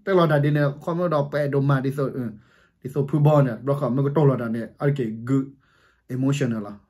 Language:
S'gaw Karen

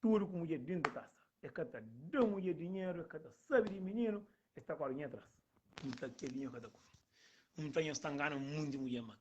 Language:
Kabuverdianu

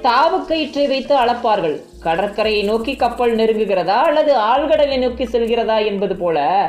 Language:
Tamil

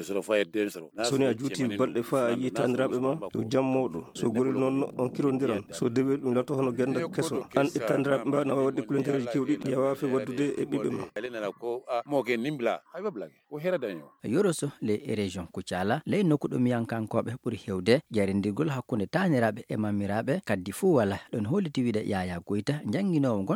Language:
Maasina Fulfulde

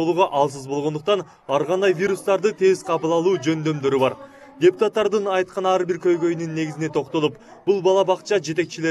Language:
Kyrgyz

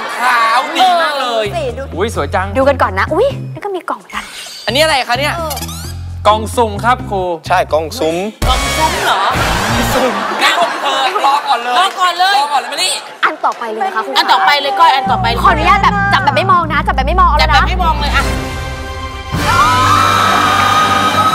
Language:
Thai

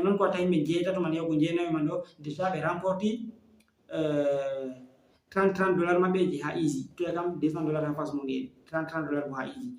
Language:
Fula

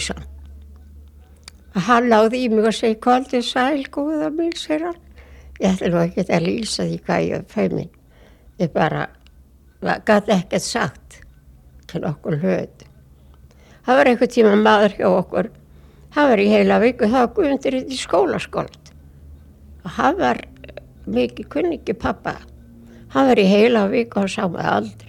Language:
Icelandic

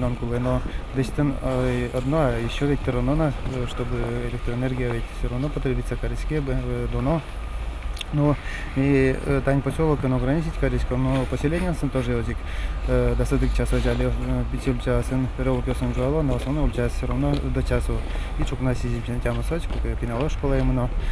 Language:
Udmurt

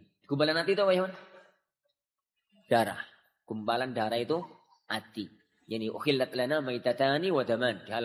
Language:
Indonesian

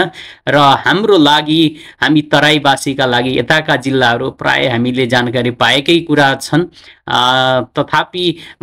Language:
Nepali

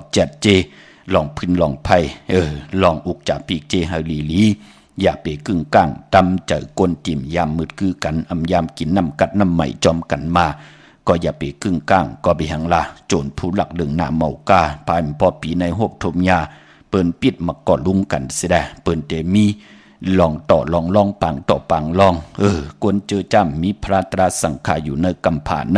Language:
Shan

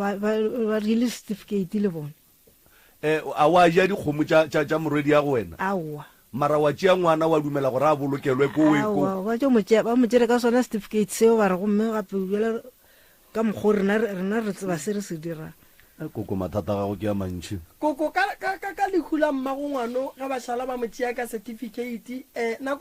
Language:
Northern Sotho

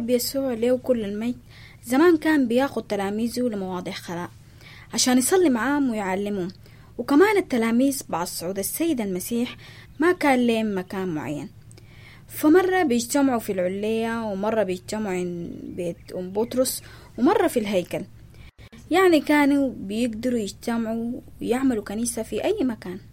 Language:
Sudanese Arabic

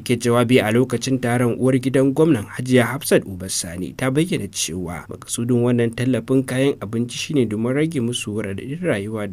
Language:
Hausa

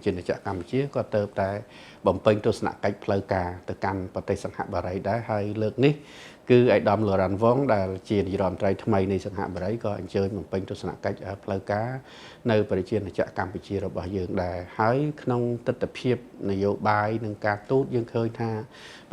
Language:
Khmer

